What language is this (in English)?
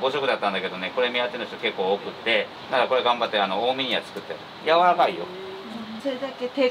Japanese